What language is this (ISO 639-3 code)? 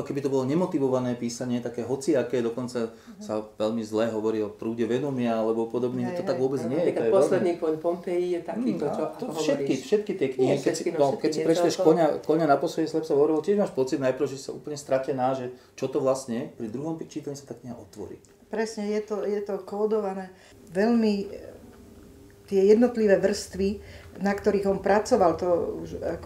slk